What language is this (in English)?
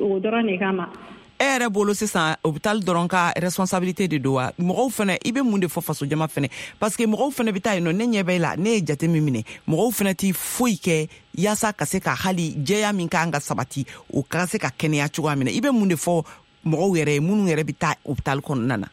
Bambara